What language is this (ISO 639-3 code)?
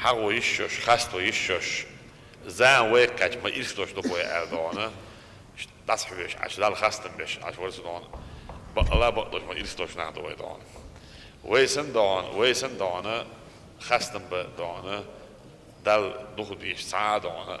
che